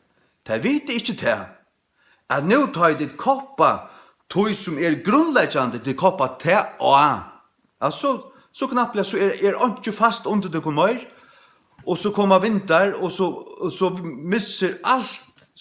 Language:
Faroese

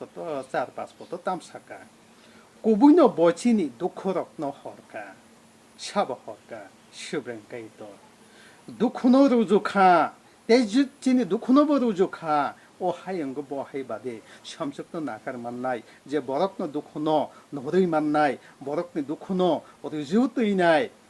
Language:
Kok Borok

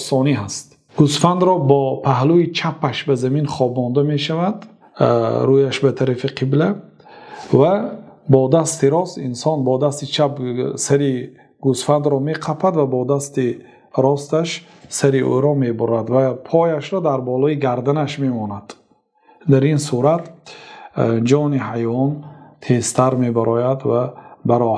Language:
Tajik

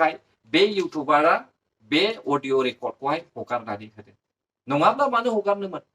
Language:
Bodo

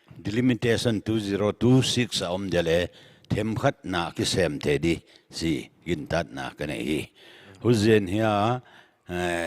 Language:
Paite Chin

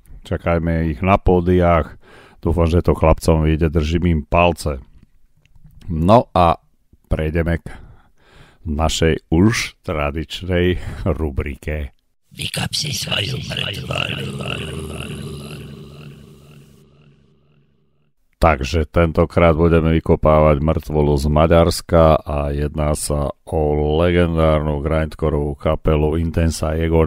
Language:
Slovak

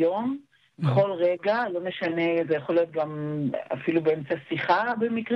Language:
Hebrew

